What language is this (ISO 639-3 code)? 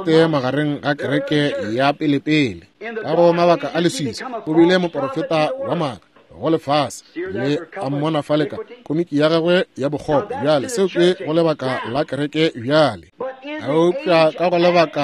nso